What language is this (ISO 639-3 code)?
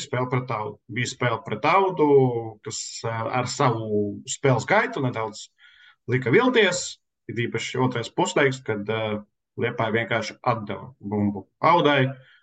lav